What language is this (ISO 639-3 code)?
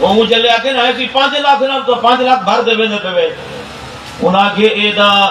skr